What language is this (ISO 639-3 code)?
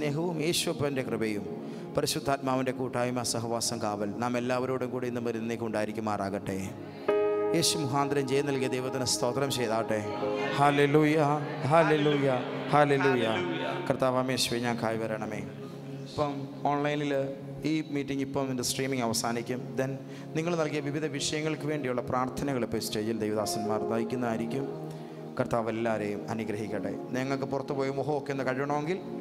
mal